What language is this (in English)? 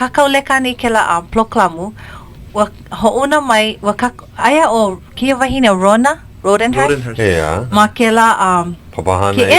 Hawaiian